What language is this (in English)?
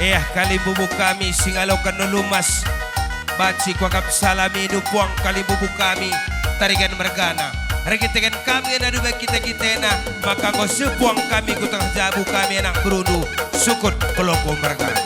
Batak Karo